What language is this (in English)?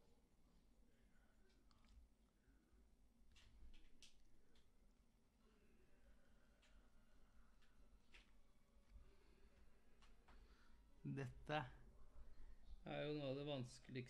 Norwegian